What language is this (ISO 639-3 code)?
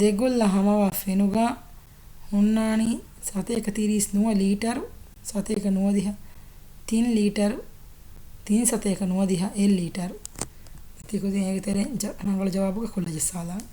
div